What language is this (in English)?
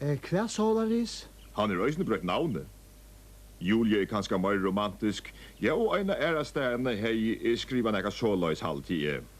Faroese